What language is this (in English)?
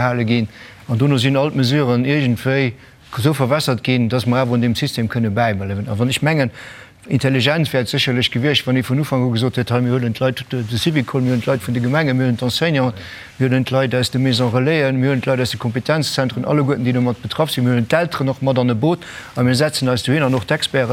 Luxembourgish